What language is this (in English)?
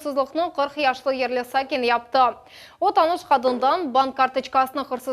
Crimean Tatar